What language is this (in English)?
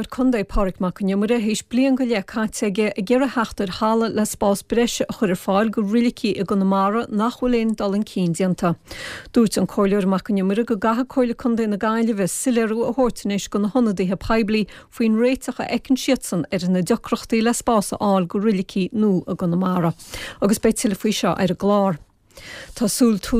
Irish